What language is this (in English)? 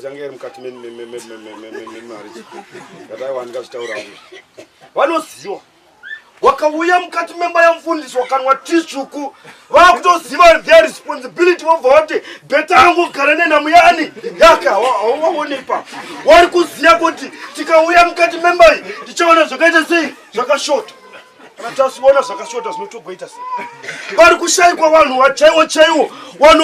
Shona